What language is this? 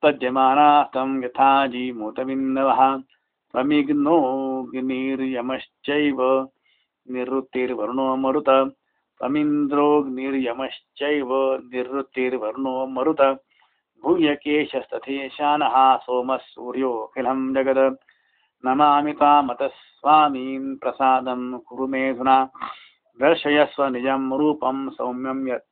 Sanskrit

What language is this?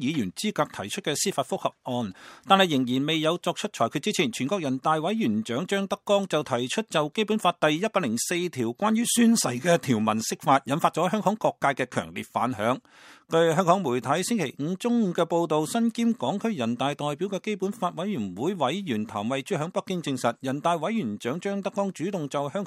Cantonese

